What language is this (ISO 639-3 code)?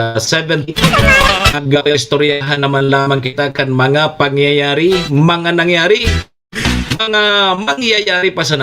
bik